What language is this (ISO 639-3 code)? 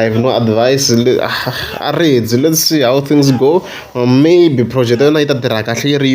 tso